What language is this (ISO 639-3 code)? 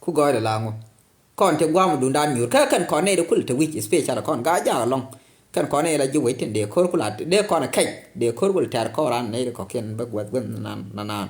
nus